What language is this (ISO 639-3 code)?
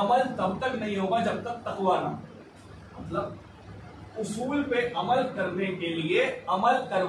urd